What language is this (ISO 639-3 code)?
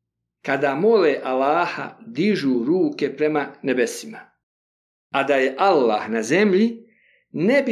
bos